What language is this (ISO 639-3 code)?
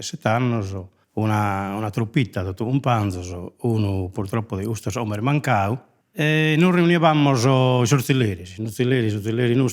srd